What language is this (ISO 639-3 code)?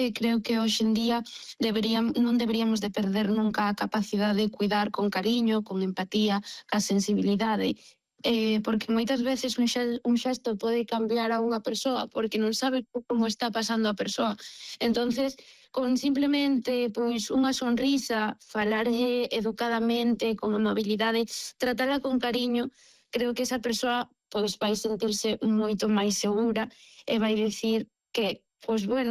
glg